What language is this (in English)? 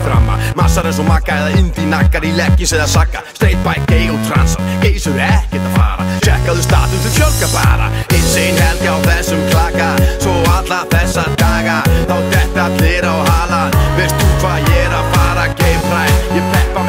Icelandic